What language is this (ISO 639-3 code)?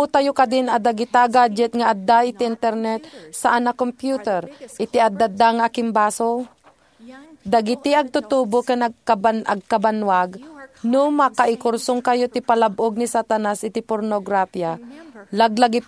ilo